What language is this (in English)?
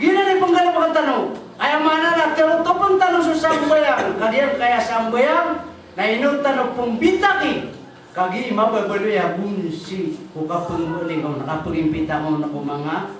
Maranao